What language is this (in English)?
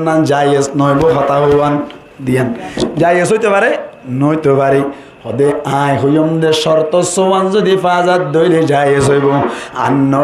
Rohingya